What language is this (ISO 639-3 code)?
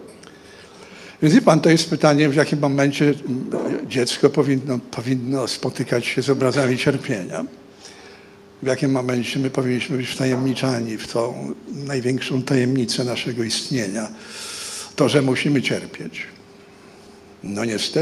pol